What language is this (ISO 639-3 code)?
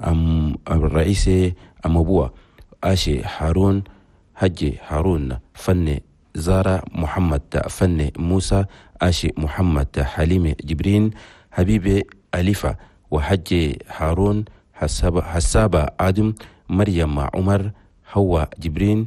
shu